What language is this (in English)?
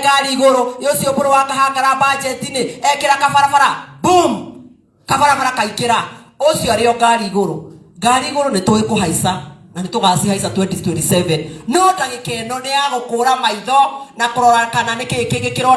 Kikuyu